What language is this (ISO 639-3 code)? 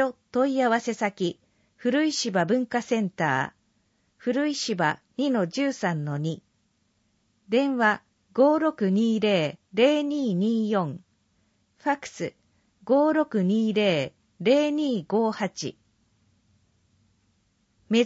jpn